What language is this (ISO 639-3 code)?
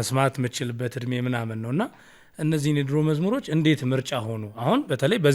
amh